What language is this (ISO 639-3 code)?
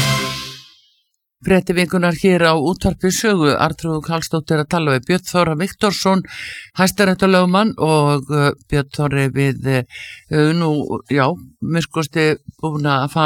isl